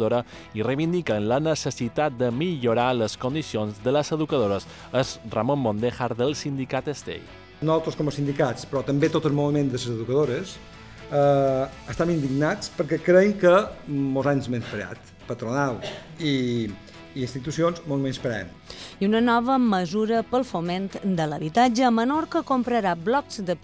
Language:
Catalan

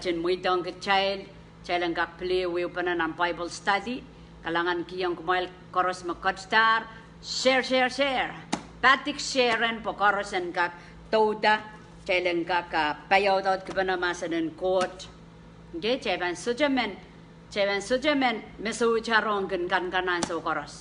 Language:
Pohnpeian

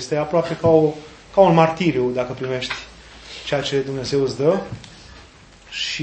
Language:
Romanian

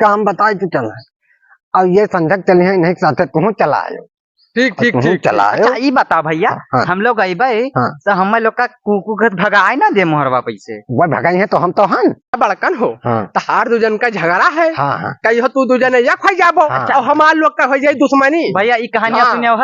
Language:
Awadhi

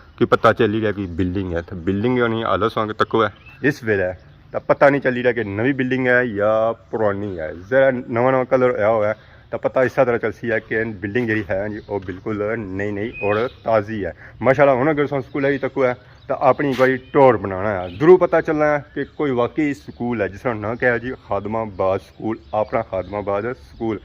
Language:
Pahari-Potwari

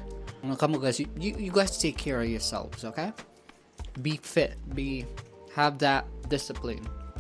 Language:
Cebuano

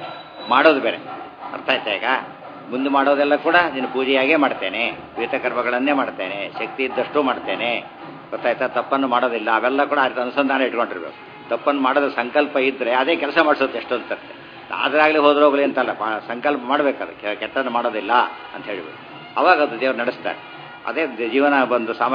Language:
Kannada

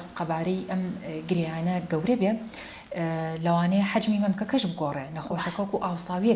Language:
Central Kurdish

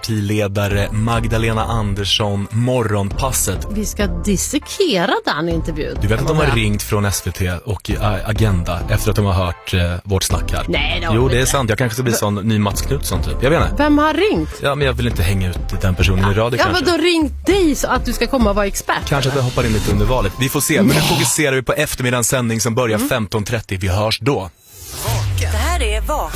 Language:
Swedish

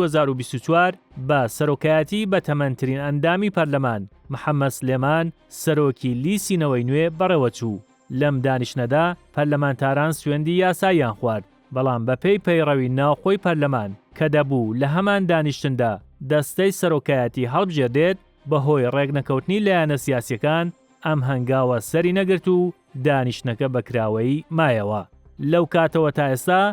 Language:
Central Kurdish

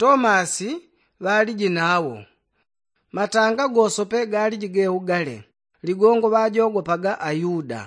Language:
Yao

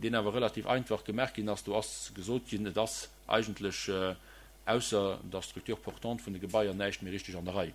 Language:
Luxembourgish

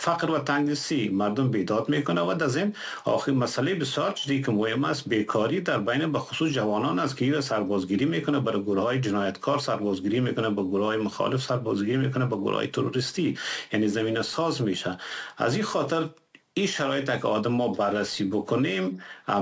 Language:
Persian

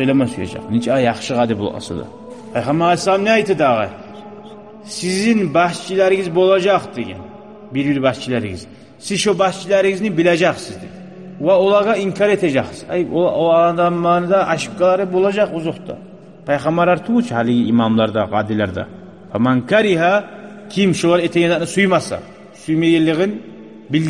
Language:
Kumyk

